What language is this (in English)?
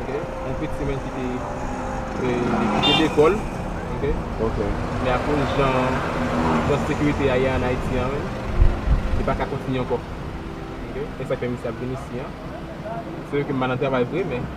Haitian Creole